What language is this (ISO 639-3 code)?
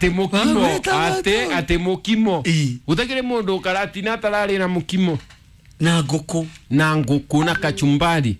kik